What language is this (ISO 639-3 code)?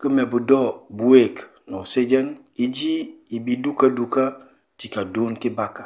knf